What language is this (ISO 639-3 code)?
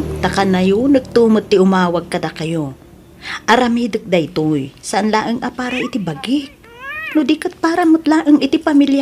ilo